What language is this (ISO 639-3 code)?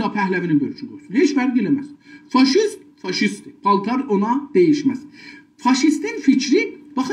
azb